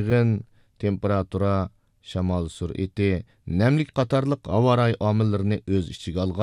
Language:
Uyghur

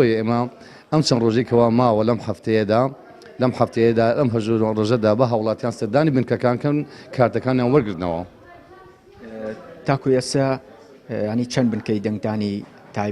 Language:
Central Kurdish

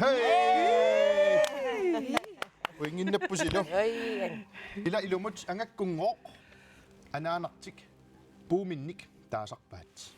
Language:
Kalaallisut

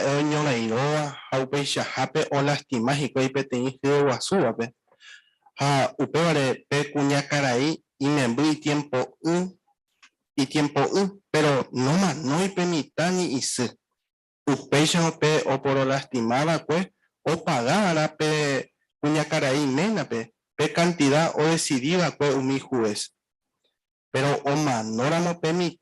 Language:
Guarani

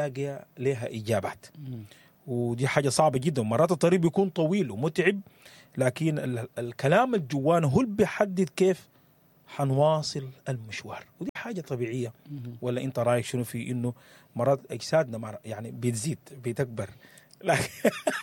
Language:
Sudanese Arabic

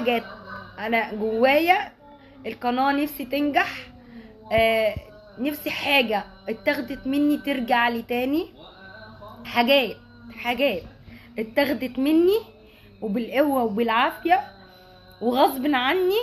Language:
Egyptian Arabic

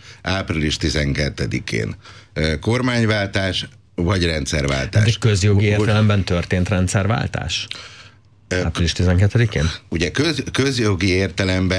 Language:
Hungarian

